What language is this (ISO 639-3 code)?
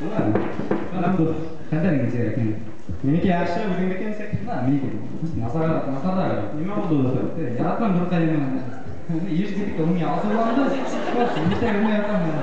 bak